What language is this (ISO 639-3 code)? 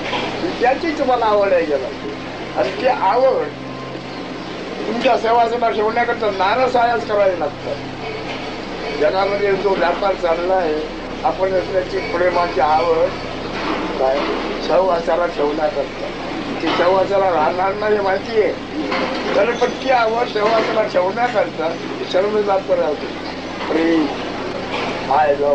mar